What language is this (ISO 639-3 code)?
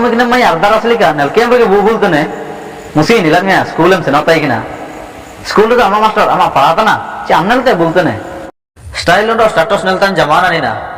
hoc